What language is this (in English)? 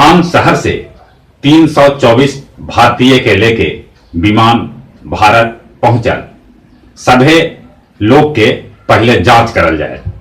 Magahi